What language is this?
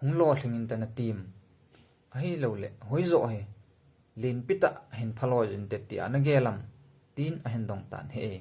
Thado Chin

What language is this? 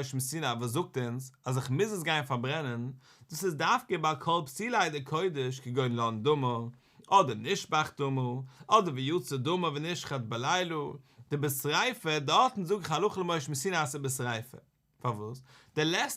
Yiddish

